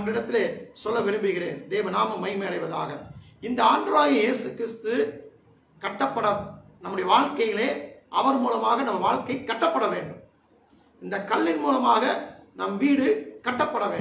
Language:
Tamil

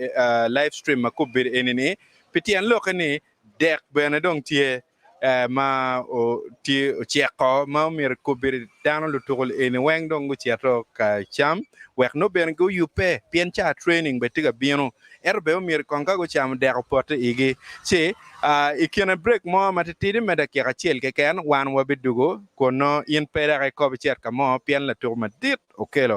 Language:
Acoli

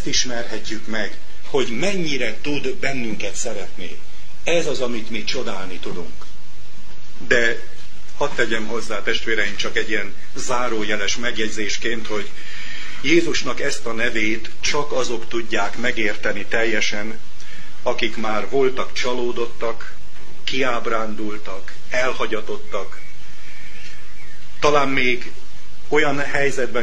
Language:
Hungarian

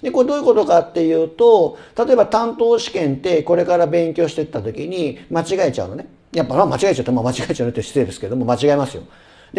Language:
Japanese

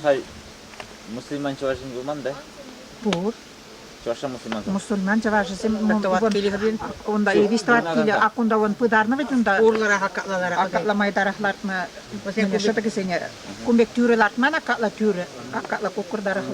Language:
Chuvash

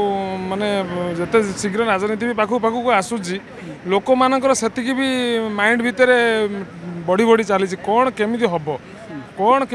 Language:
Odia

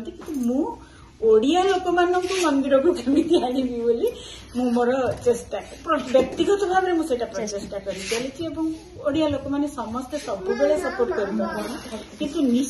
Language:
Odia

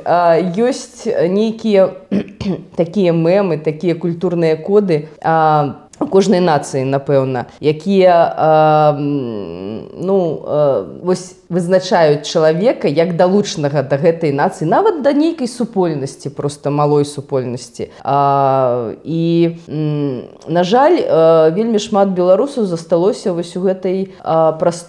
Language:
Belarusian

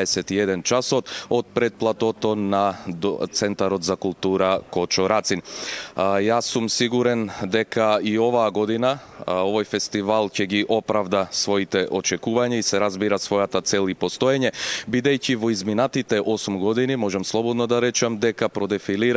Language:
Macedonian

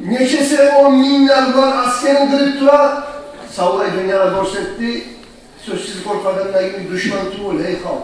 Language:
Kumyk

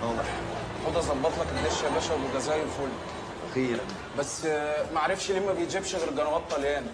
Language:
Egyptian Arabic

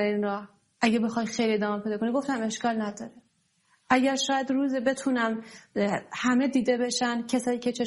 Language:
Persian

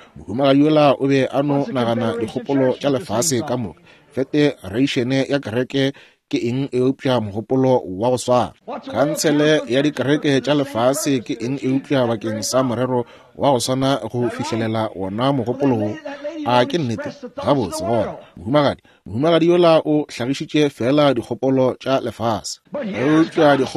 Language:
Northern Sotho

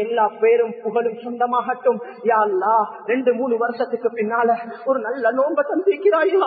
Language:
Tamil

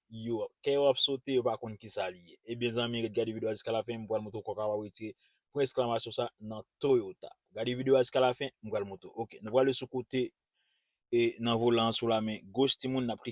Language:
Haitian Creole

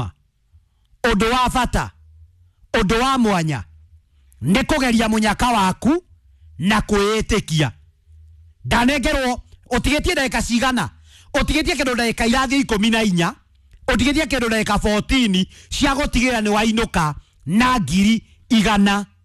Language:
Kikuyu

